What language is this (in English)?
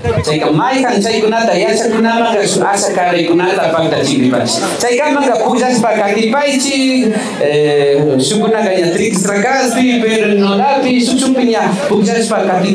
Imbabura Highland Quichua